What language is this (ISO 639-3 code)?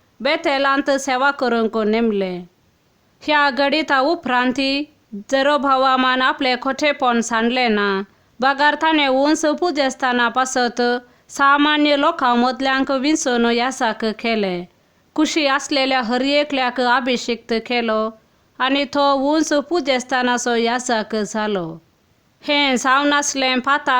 kok